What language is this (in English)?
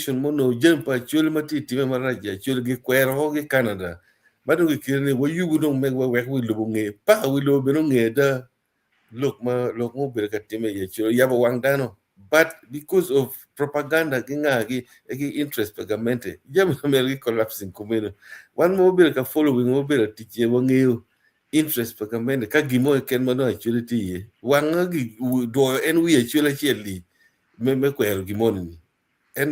Acoli